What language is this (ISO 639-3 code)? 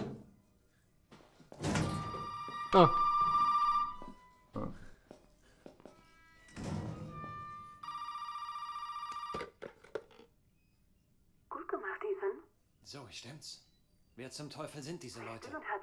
deu